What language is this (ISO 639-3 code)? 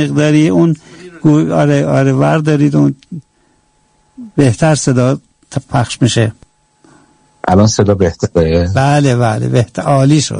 fas